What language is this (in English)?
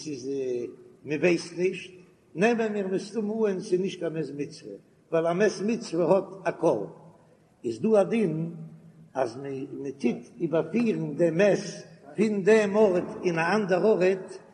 Yiddish